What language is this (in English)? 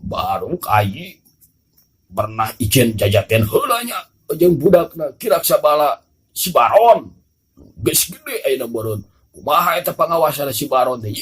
Sundanese